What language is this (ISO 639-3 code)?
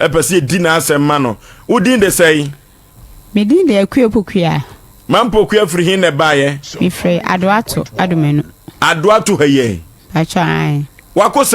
aka